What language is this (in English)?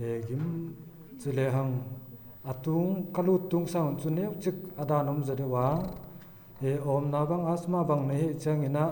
Paite Chin